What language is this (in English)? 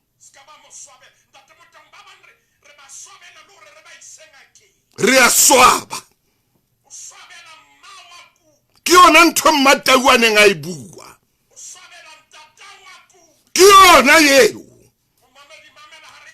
Southern Sotho